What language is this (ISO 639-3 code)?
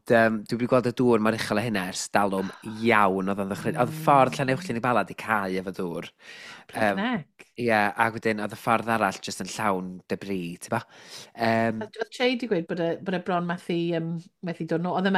cym